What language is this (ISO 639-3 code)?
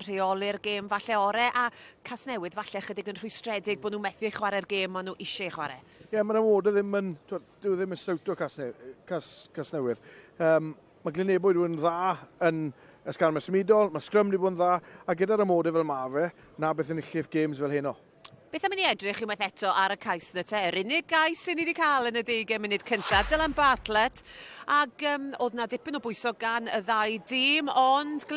cym